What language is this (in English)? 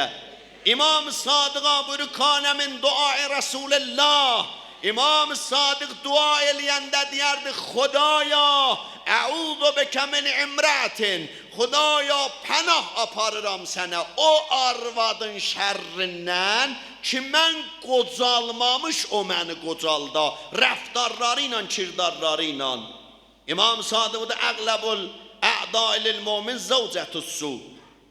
South Azerbaijani